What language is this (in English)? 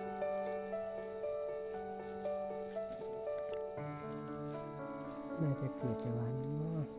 Lao